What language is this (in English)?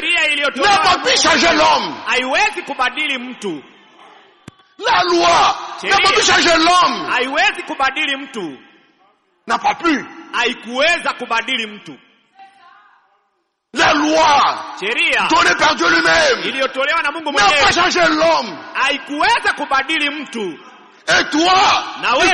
Swahili